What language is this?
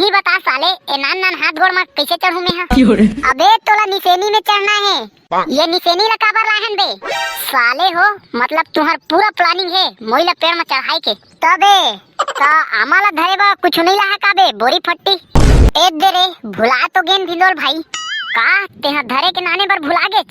Chhattisgarhi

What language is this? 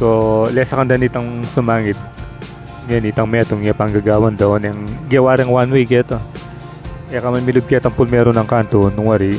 Pampanga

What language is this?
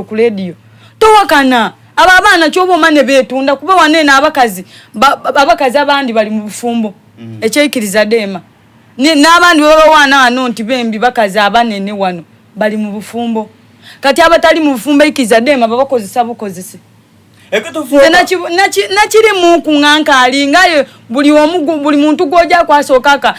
Soga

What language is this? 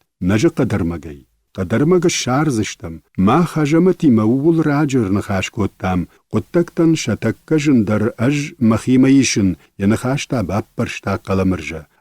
Ossetic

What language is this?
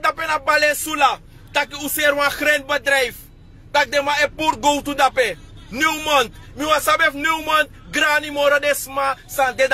Sranan Tongo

